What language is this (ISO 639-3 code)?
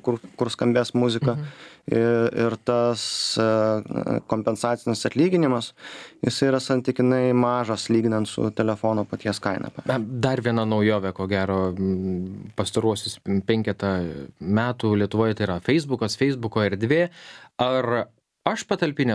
lit